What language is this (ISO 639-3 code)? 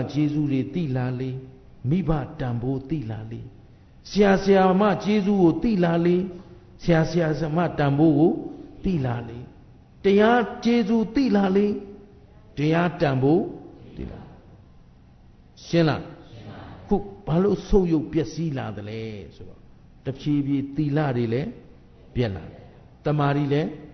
mya